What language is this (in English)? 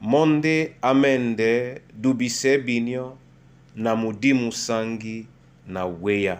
Duala